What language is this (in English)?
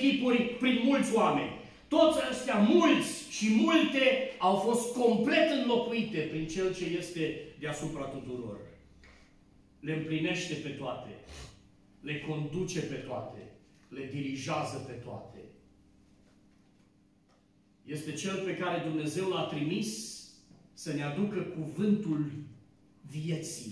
Romanian